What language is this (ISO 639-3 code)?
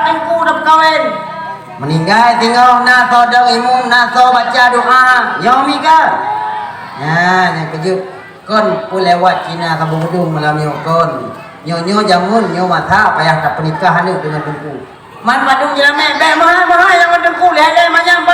ace